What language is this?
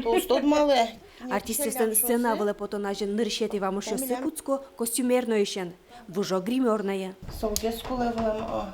Udmurt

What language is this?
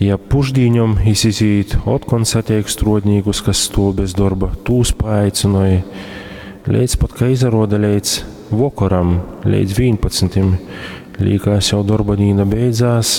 Latgalian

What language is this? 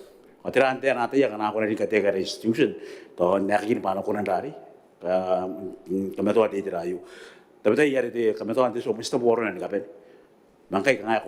Gilbertese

